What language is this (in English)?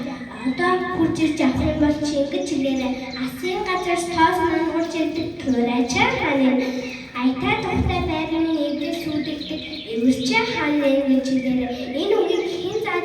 Mongolian